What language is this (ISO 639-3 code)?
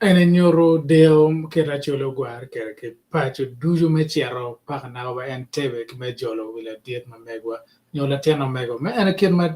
ach